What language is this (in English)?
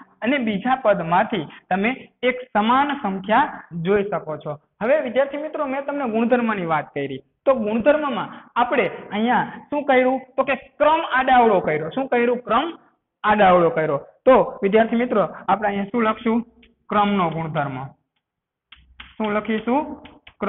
Gujarati